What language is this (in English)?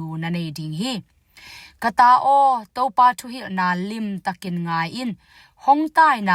Tedim Chin